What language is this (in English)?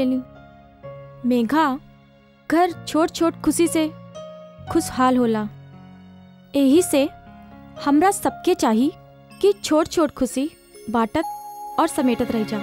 Bhojpuri